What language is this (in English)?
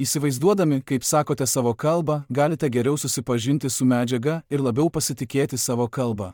Lithuanian